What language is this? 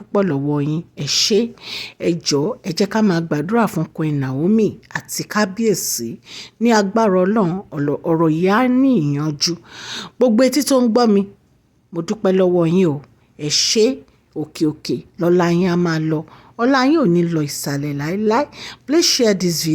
Yoruba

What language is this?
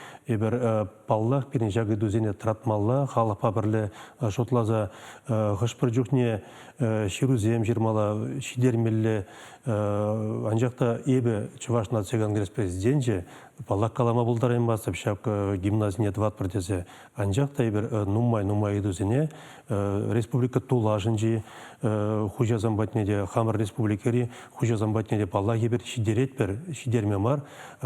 Chuvash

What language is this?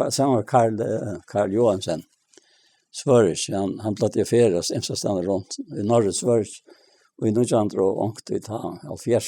Faroese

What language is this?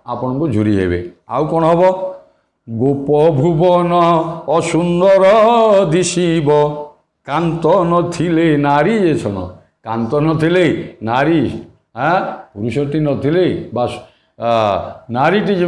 Odia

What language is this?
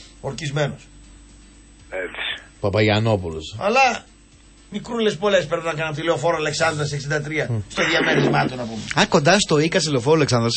Greek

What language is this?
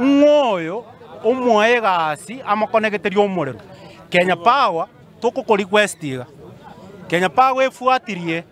Gusii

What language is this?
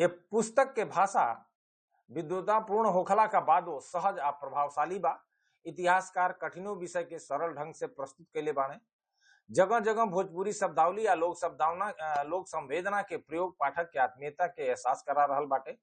Bhojpuri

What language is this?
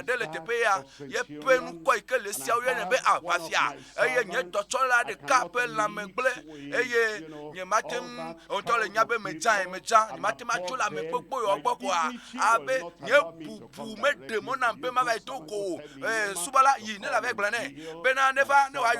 Ewe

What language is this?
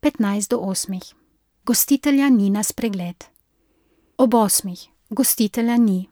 Slovenian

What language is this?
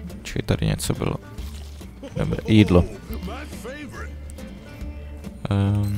Czech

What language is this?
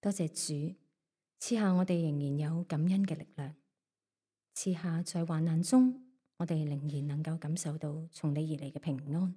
Cantonese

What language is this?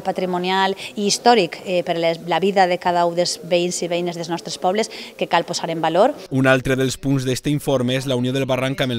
Catalan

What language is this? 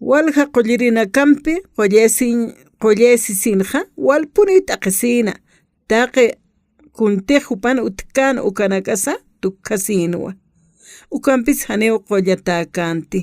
Aymara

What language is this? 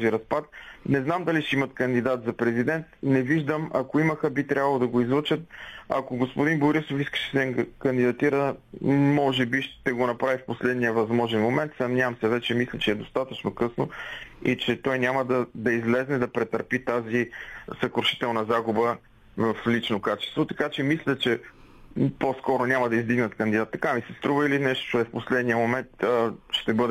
Bulgarian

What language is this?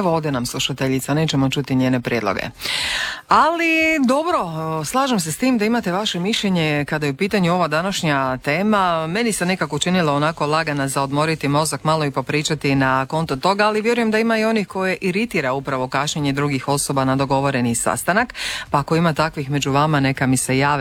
Croatian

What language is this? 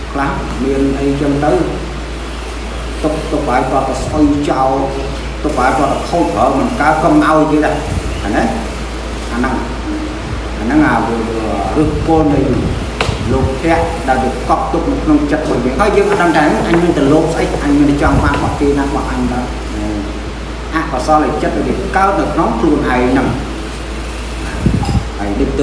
Khmer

